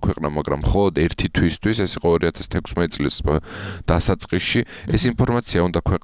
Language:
Georgian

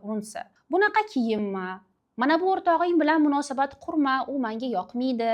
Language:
Uzbek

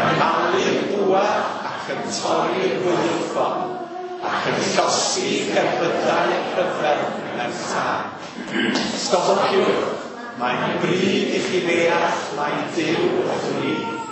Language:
Welsh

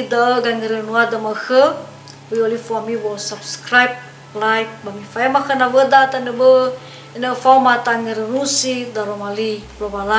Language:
Nias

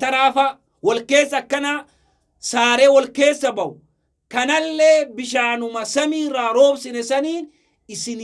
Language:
Oromo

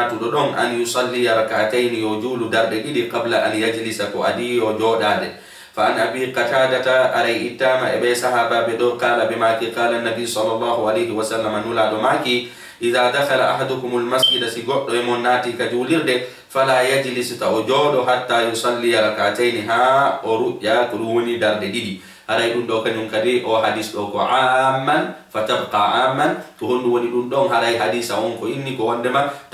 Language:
Fula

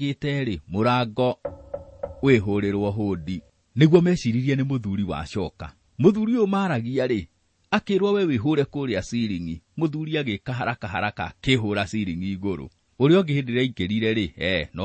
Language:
Kikuyu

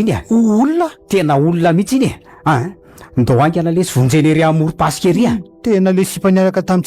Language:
Malagasy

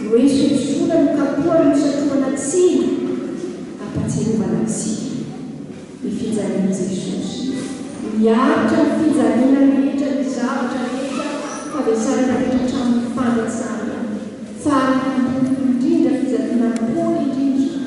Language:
Malagasy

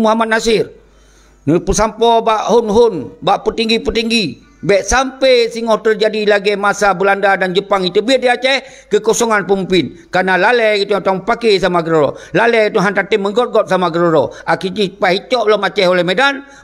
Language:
Achinese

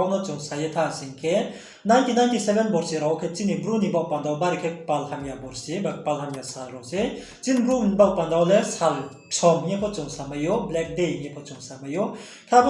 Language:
Riang (India)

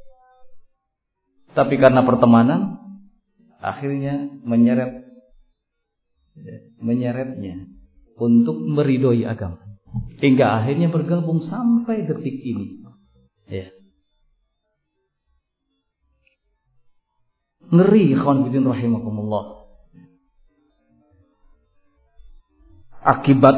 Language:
Indonesian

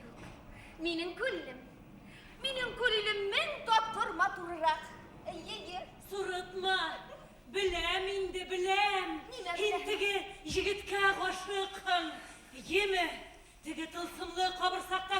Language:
Bashkir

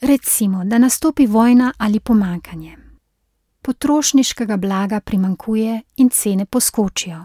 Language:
Slovenian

